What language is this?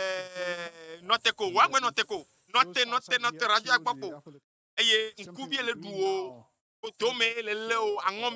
Ewe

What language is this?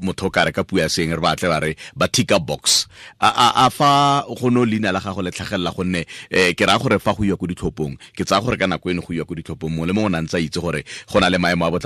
Tswana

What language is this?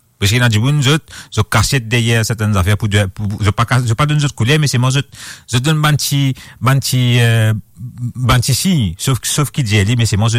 Morisyen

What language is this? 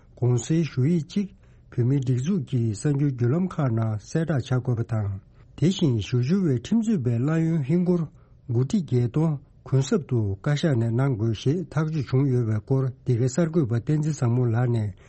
Tibetan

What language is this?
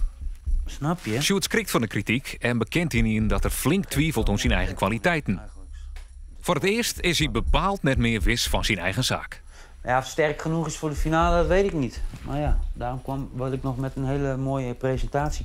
Western Frisian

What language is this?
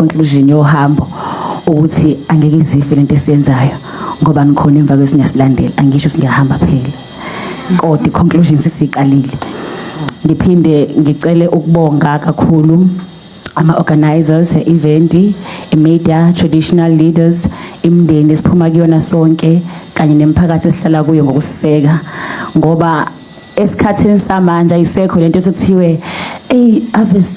Zulu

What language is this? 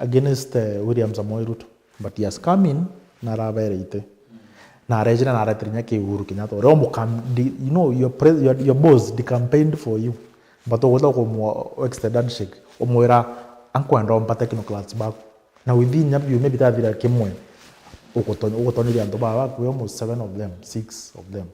Meru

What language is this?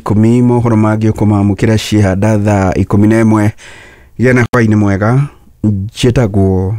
Kikuyu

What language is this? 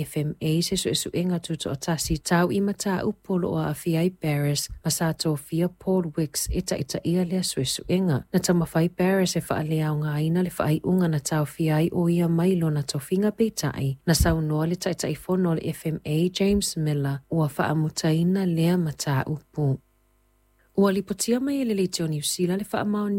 Samoan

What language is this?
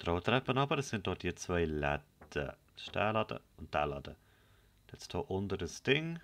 Swiss German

